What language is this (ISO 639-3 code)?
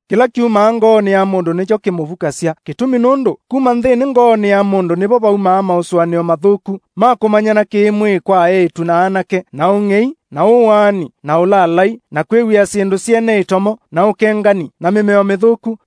kam